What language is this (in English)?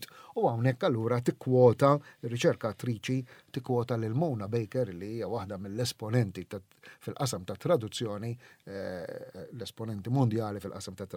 Maltese